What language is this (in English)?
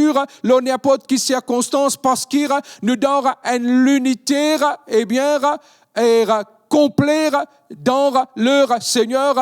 Morisyen